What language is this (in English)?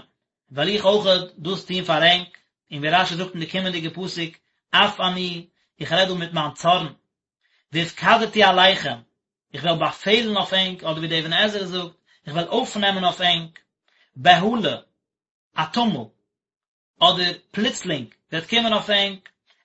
Yiddish